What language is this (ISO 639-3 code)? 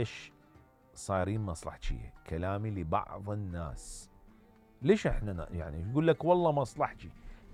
acm